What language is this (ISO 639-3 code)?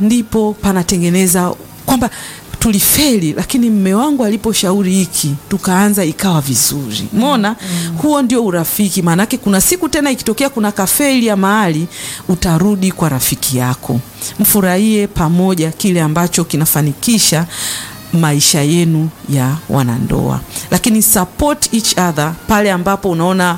swa